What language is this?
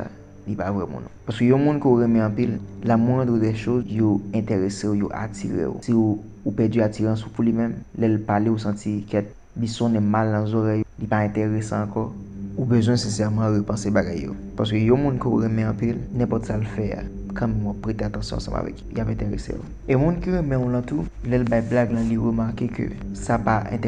Haitian Creole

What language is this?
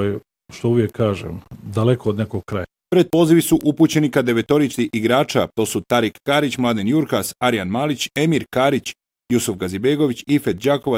Bosnian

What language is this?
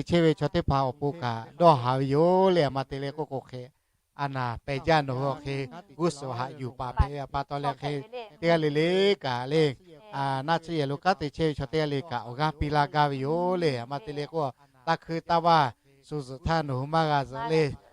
Lahu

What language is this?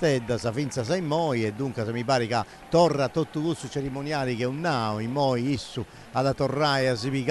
Sardinian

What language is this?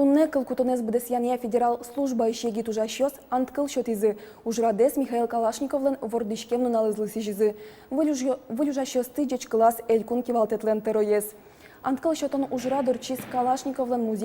Udmurt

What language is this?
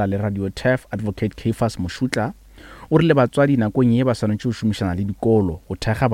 Northern Sotho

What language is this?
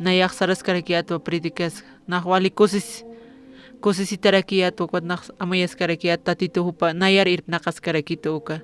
Aymara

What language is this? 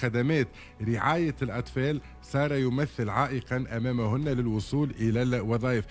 Tunisian Arabic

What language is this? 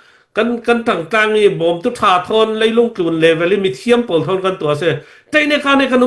Hakha Chin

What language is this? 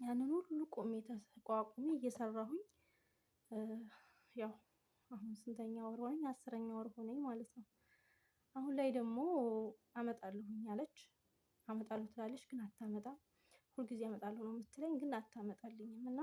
Amharic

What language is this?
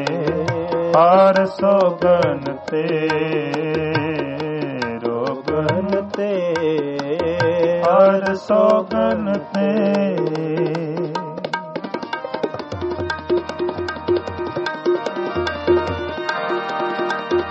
Punjabi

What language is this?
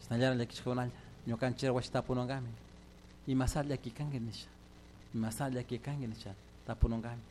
Chimborazo Highland Quichua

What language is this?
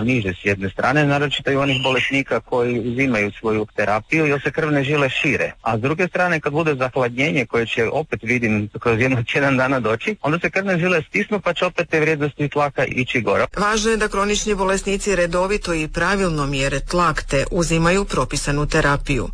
Croatian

